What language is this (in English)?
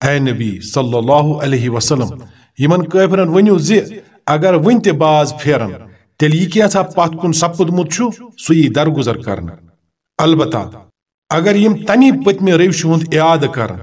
Kashmiri